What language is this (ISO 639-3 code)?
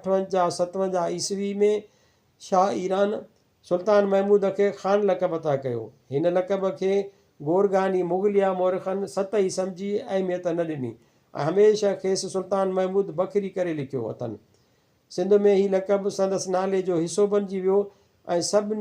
snd